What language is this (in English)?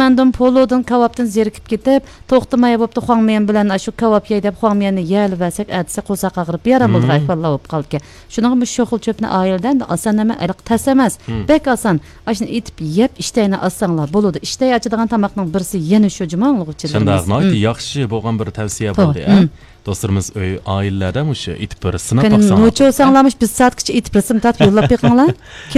Uyghur